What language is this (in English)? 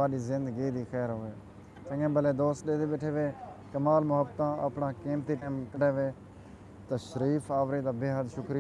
Saraiki